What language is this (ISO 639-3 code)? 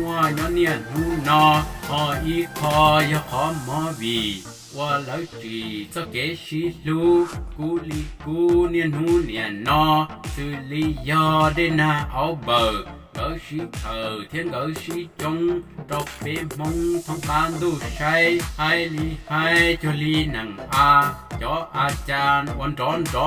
hmn